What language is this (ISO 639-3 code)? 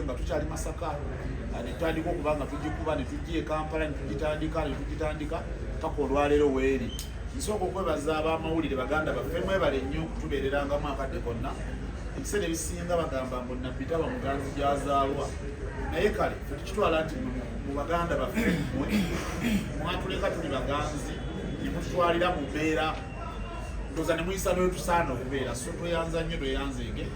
lug